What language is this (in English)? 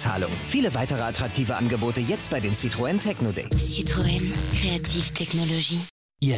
German